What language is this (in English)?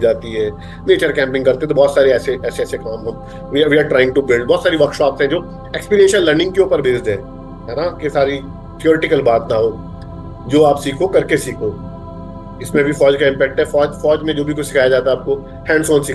Hindi